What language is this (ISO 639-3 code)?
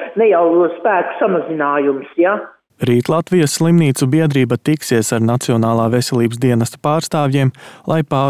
lav